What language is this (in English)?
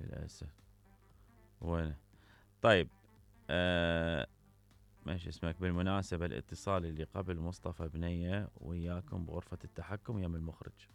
Mesopotamian Arabic